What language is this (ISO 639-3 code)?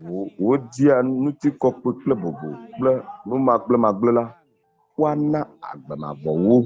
ewe